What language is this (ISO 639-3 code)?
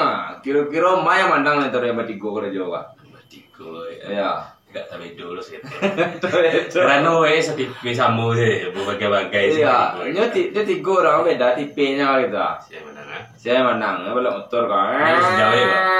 min